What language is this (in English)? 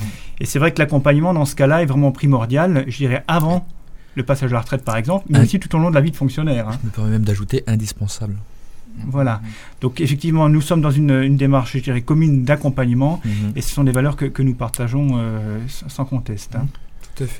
French